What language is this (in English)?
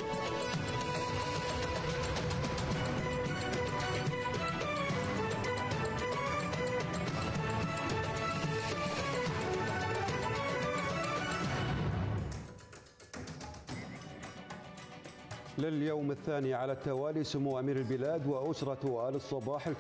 Arabic